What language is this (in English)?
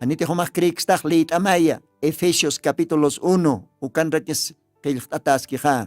Aymara